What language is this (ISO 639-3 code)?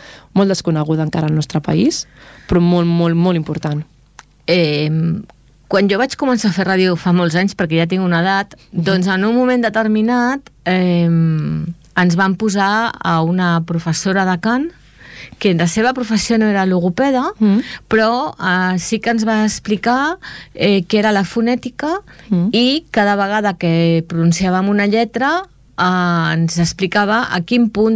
cat